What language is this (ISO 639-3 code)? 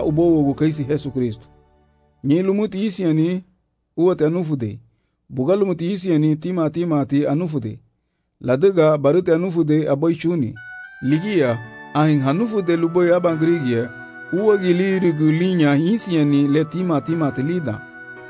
cab